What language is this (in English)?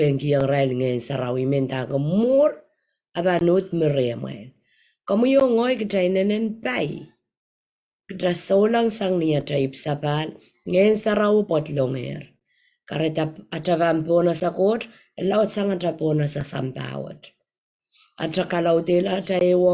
Pohnpeian